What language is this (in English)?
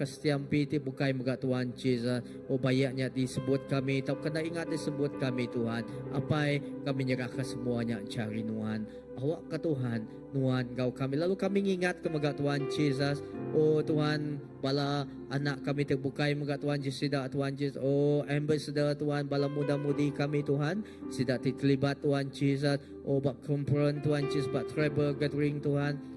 Iban